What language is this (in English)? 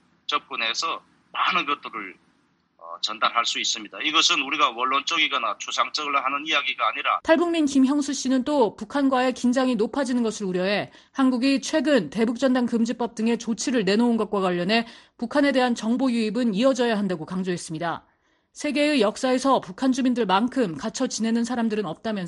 Korean